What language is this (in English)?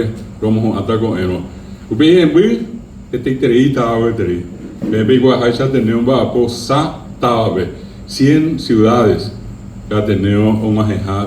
Guarani